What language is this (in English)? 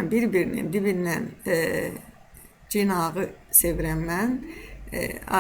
Azerbaijani